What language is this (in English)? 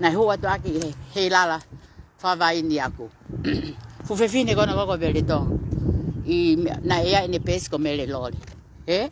Tongan